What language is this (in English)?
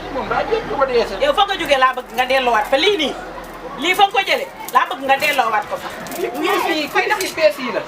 Wolof